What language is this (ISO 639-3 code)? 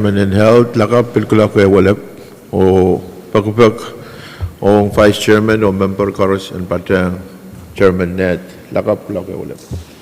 pon